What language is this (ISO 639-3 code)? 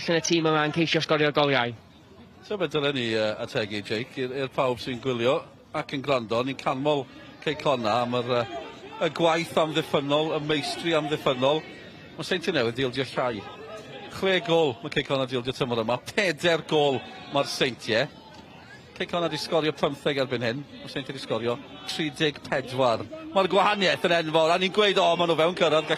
cym